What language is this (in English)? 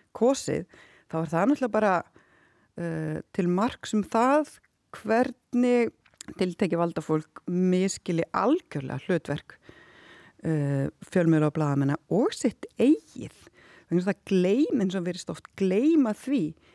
Icelandic